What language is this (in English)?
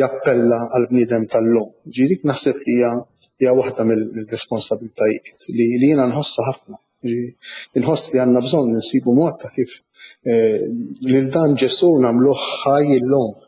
Maltese